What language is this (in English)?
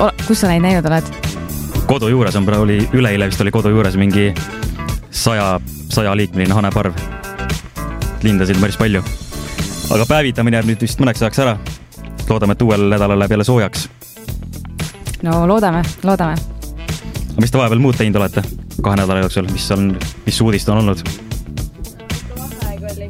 Estonian